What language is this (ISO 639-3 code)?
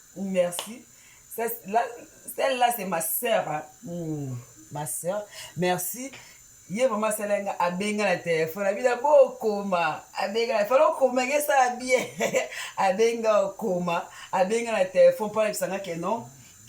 lin